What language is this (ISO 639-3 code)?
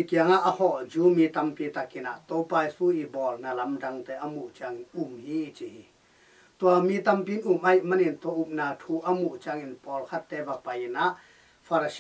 ctd